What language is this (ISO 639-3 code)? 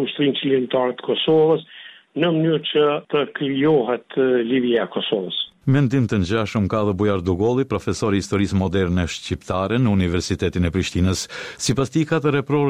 sqi